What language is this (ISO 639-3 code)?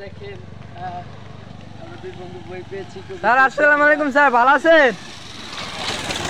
ben